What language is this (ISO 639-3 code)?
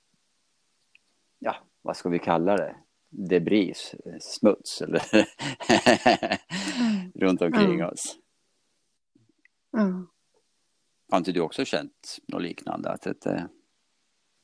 swe